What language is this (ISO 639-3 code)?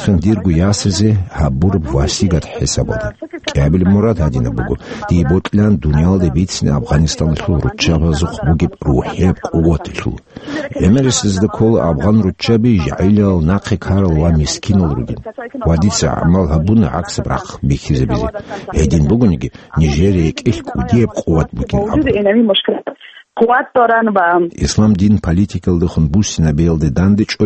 ava